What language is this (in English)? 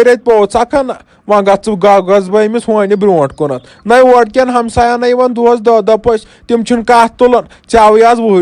Kashmiri